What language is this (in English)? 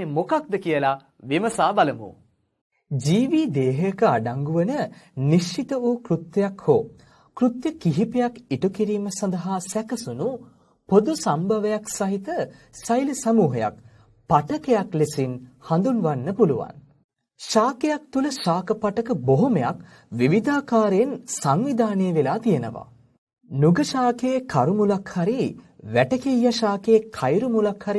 Sinhala